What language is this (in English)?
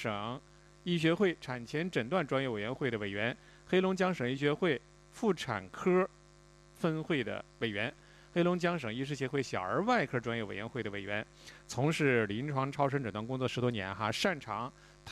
Chinese